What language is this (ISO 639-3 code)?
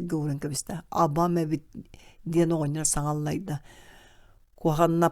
sah